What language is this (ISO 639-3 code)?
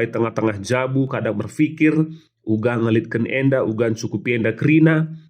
btx